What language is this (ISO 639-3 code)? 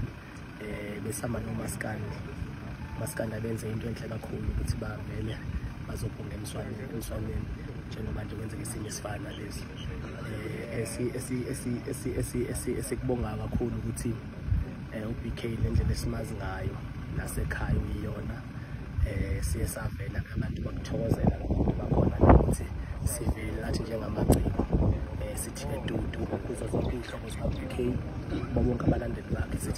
zul